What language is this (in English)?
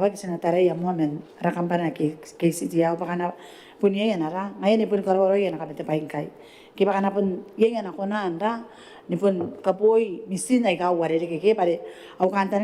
Gilbertese